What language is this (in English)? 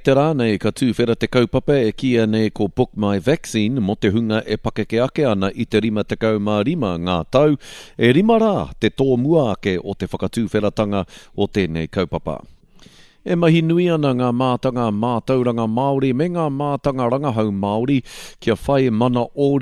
Māori